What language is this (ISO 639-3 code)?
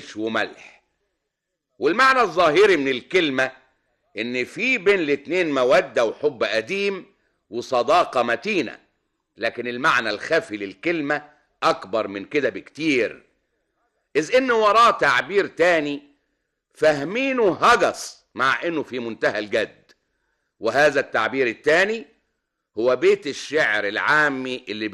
arz